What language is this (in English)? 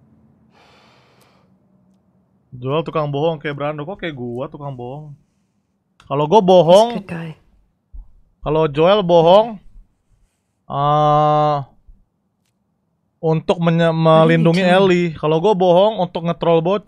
Indonesian